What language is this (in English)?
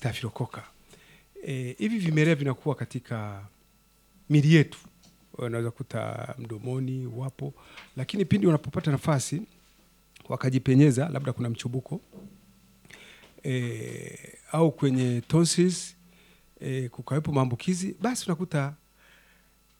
Swahili